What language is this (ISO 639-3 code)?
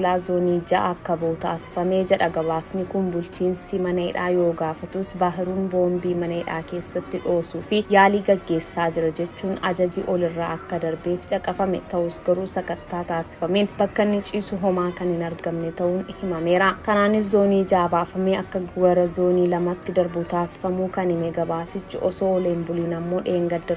orm